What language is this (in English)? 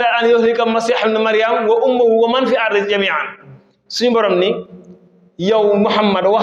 Wolof